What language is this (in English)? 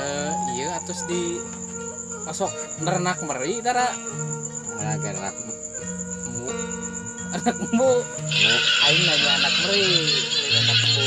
Sundanese